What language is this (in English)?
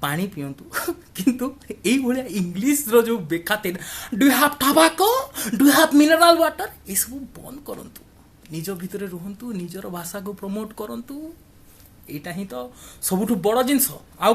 Odia